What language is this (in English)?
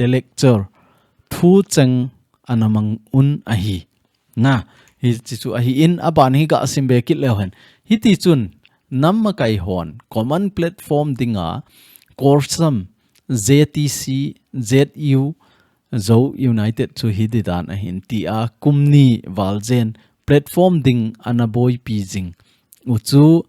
Thado Chin